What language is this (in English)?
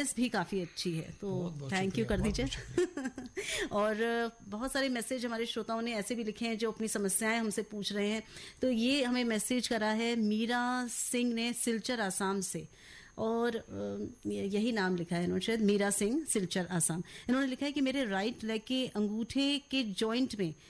Hindi